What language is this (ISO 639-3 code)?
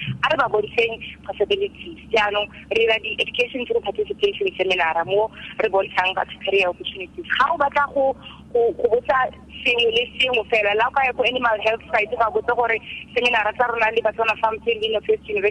tsn